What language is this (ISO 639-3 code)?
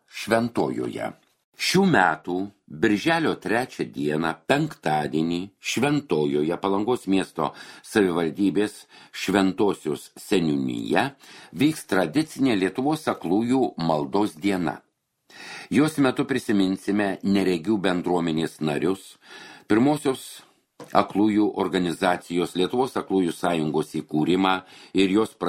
lit